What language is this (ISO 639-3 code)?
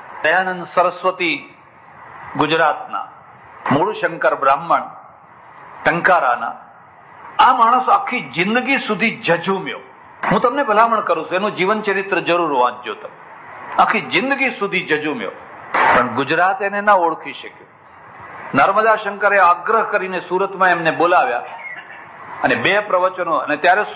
guj